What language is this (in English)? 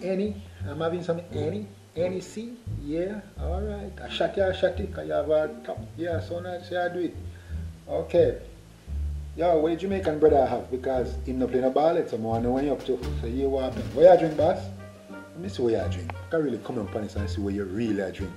Jamaican Creole English